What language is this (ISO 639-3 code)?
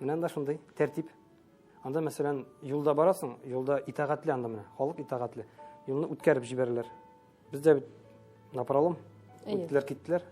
tat